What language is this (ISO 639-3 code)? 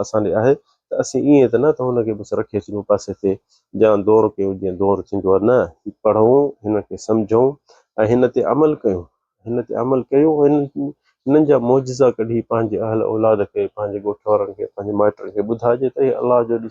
snd